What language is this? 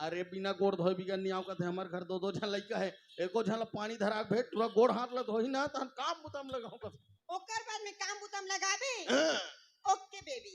Chhattisgarhi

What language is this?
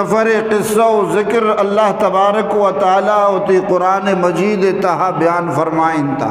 Eastern Balochi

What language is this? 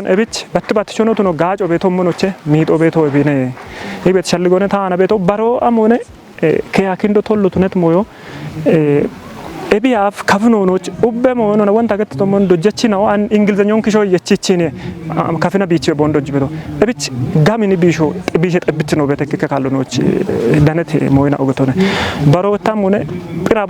Kafa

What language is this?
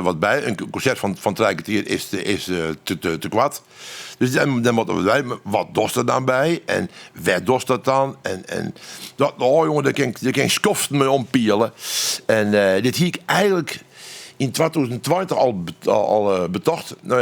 Western Frisian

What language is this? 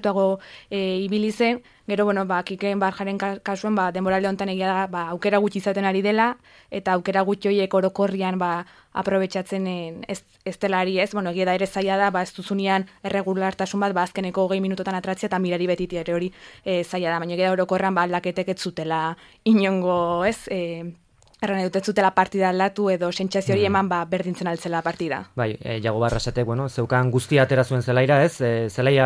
Basque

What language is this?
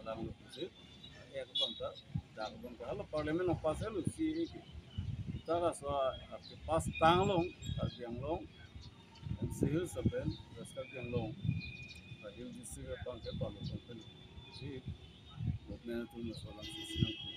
Karbi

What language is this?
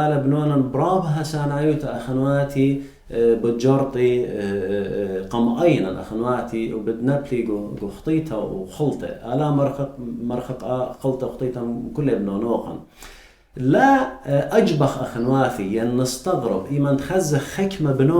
Assyrian Neo-Aramaic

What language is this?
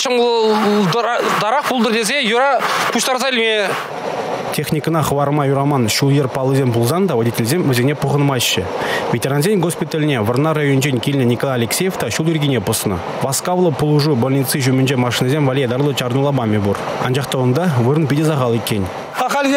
Chuvash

